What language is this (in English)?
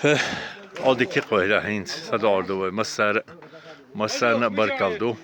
Chechen